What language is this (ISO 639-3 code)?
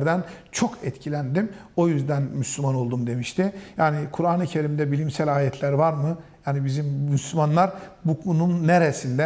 tur